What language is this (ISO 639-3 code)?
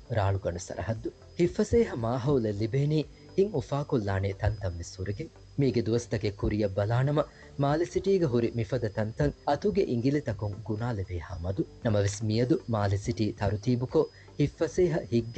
div